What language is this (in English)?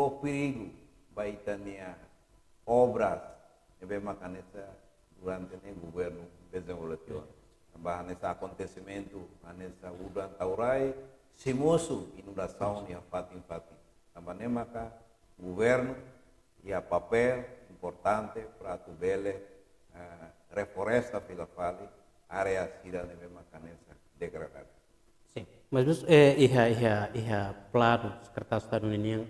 Tetum